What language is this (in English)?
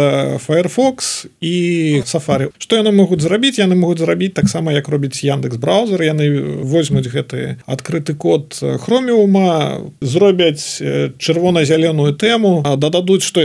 Belarusian